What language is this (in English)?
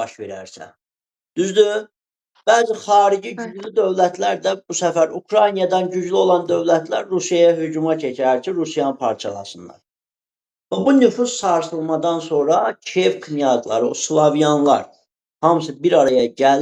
Azerbaijani